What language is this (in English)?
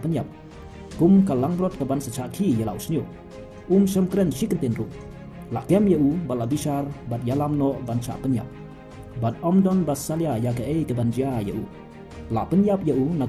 Khasi